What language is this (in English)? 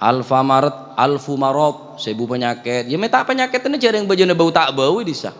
Madurese